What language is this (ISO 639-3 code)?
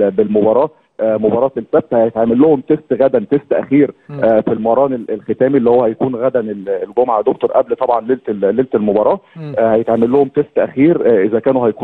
arz